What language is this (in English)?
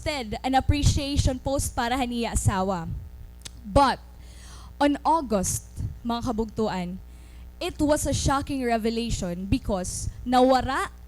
Waray